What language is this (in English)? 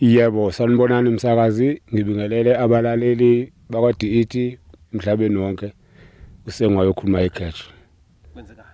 Zulu